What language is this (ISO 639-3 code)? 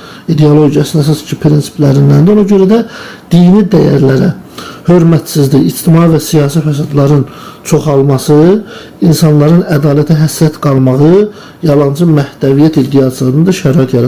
aze